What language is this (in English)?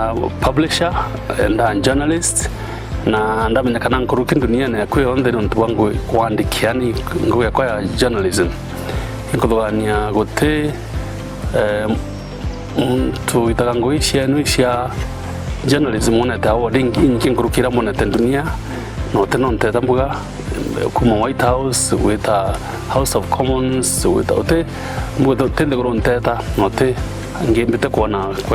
Meru